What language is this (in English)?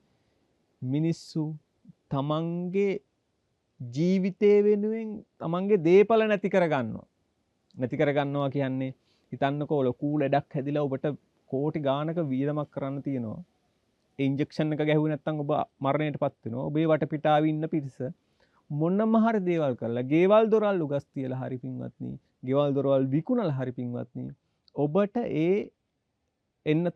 Sinhala